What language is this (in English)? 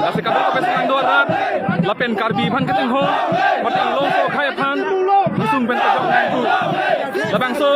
Karbi